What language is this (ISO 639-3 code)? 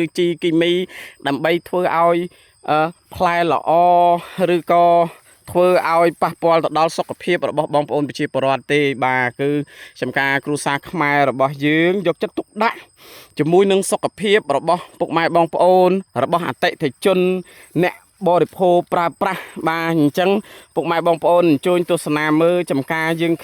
khm